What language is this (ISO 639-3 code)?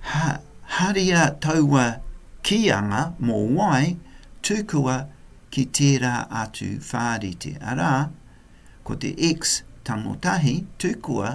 mri